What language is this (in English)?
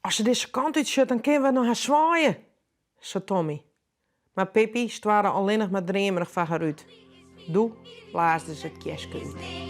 Western Frisian